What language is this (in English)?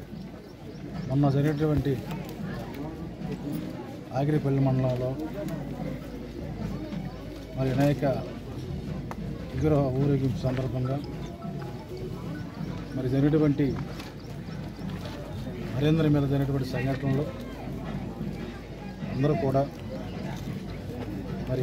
Telugu